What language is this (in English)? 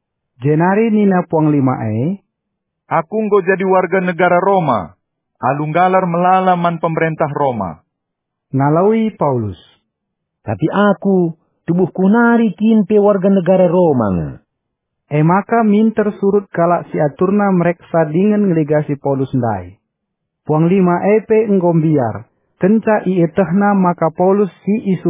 Batak Karo